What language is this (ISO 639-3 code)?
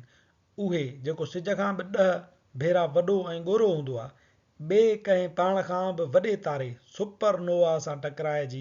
snd